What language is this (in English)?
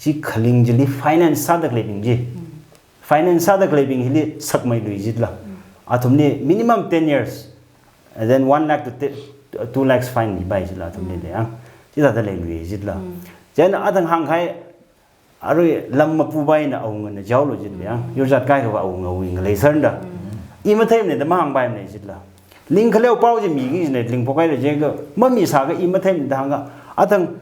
Tangkhul Naga (India)